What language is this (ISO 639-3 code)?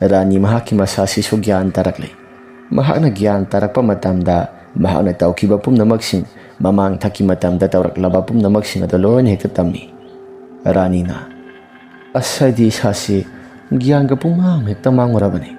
mni